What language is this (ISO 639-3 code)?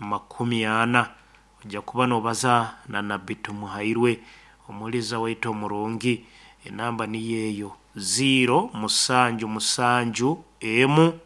nyn